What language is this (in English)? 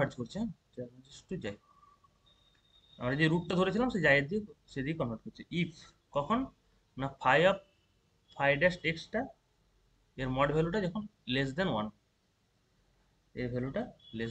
Bangla